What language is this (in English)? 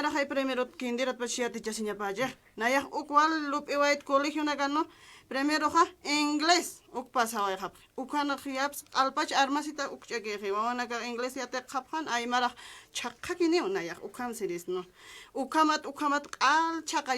Aymara